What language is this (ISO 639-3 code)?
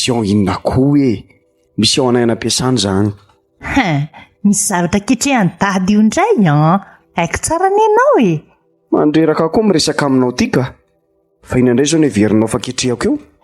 mlg